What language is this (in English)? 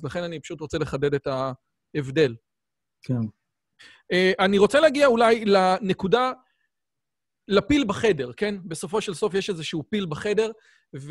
Hebrew